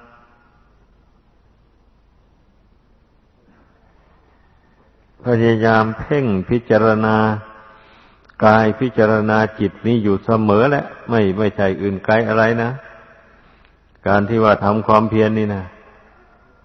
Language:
Thai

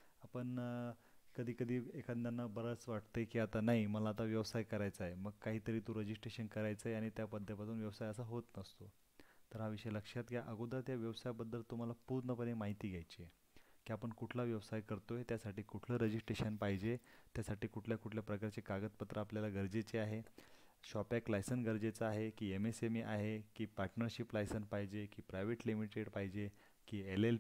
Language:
Marathi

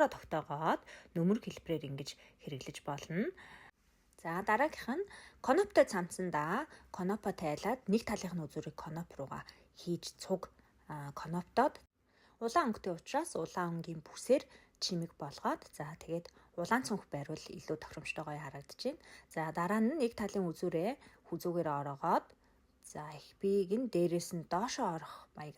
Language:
Mongolian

